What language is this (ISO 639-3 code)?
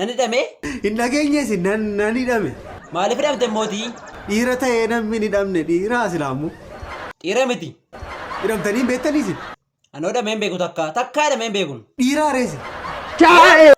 orm